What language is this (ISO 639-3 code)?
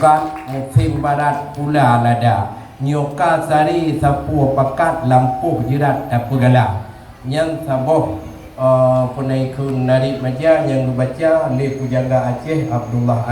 ace